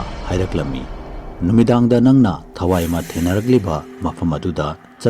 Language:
Manipuri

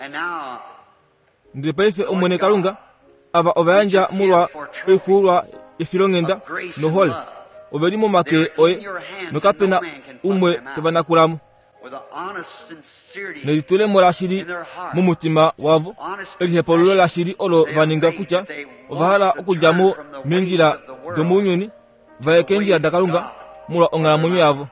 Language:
Kuanyama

